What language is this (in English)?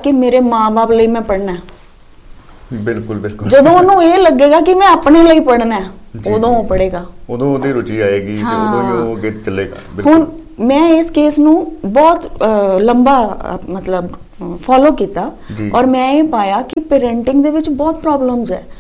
Punjabi